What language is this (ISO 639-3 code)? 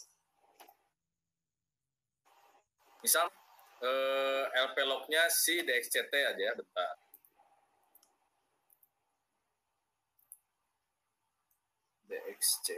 ind